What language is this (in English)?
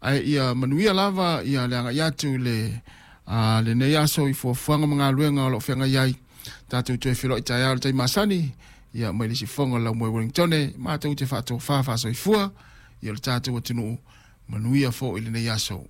Samoan